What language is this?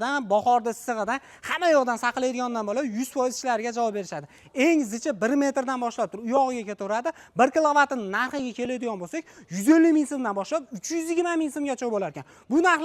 Uzbek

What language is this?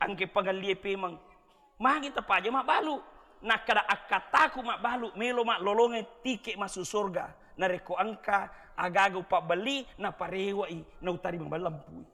Buginese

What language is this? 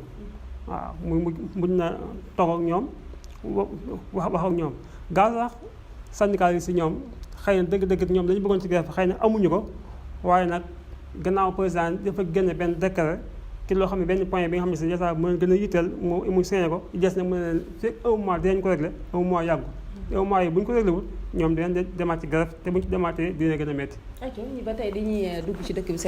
Wolof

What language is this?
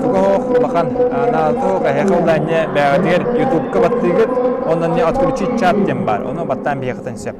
Yakut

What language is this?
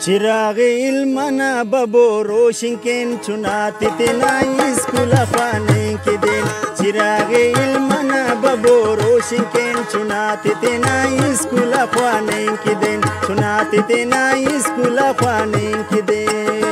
Brahui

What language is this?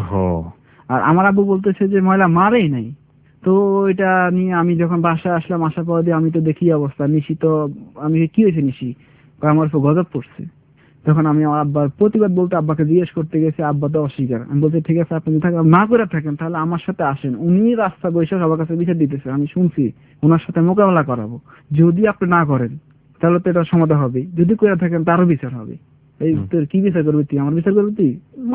Bangla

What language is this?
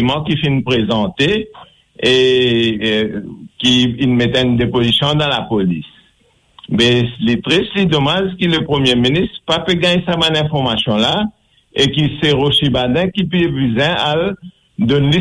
Morisyen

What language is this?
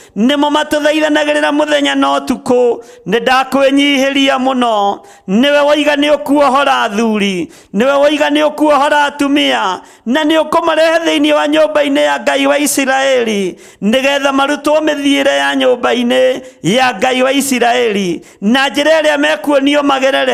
Kikuyu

